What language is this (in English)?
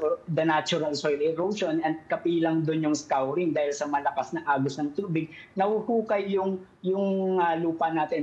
Filipino